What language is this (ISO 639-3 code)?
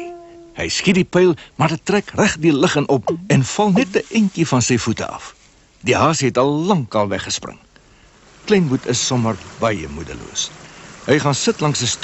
afr